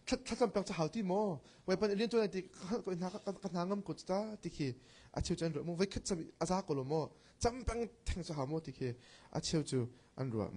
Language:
Hakha Chin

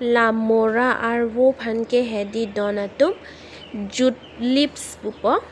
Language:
Karbi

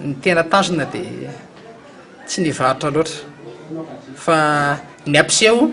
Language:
Malagasy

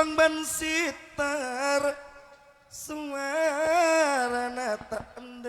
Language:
Madurese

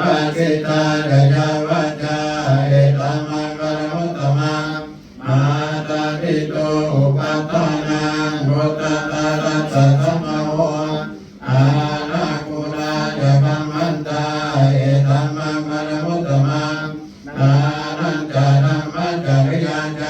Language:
Pali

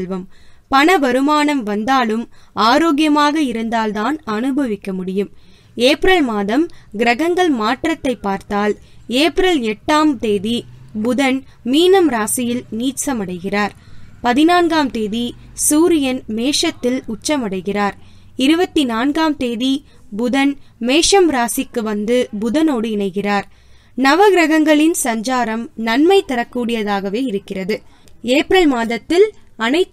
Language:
Tamil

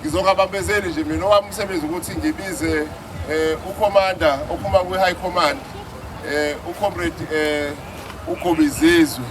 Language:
Zulu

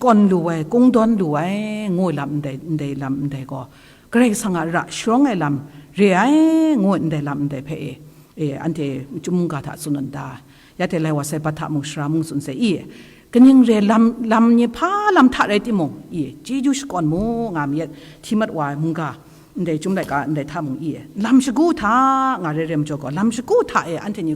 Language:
Kachin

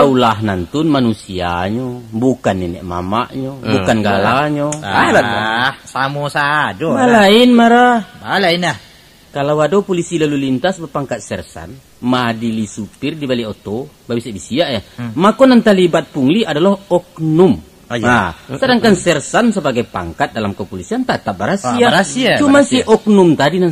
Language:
Minangkabau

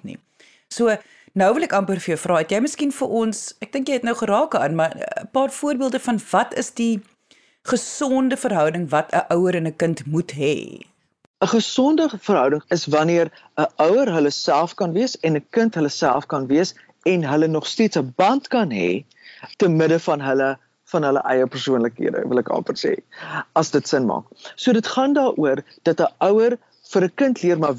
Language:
Afrikaans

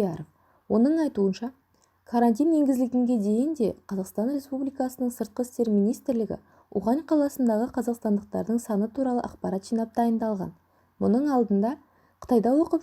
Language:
Kazakh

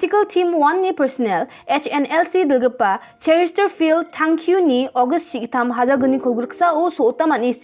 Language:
Garo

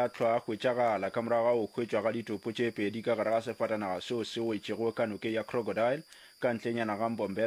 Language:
Northern Sotho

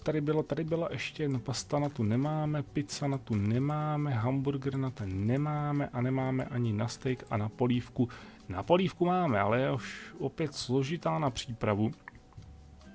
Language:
Czech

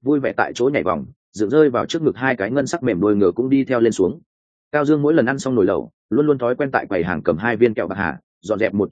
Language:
Vietnamese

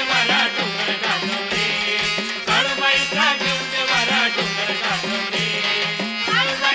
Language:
Marathi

